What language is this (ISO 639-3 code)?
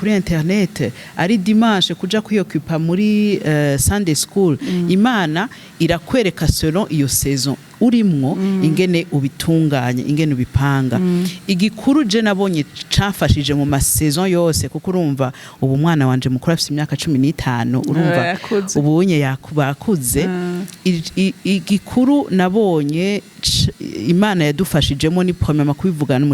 run